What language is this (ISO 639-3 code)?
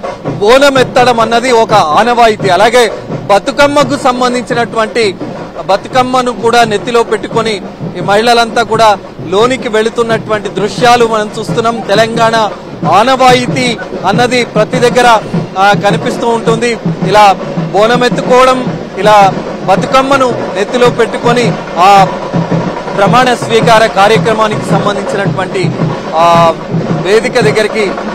tel